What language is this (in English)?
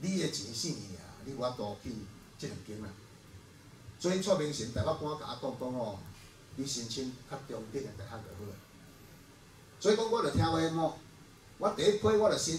Min Nan Chinese